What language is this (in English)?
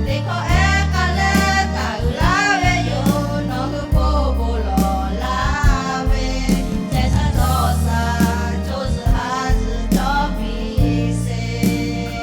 Lahu